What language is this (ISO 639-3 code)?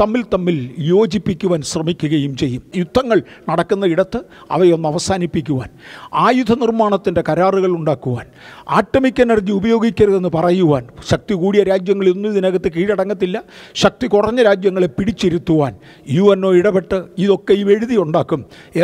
mal